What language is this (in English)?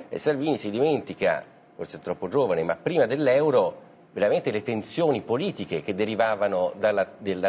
Italian